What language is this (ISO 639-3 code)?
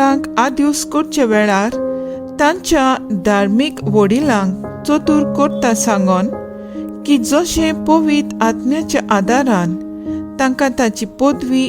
kok